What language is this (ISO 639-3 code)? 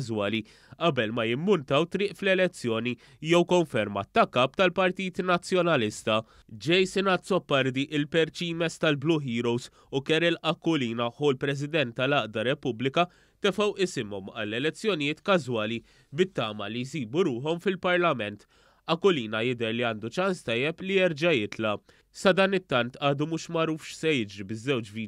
mlt